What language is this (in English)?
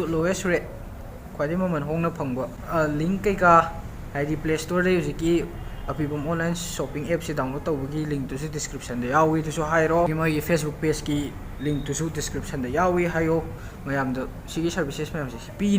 Manipuri